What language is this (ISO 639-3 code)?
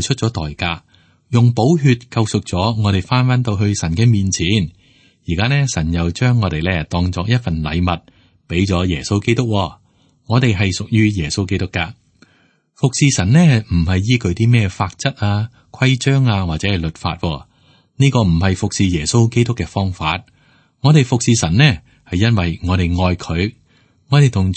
yue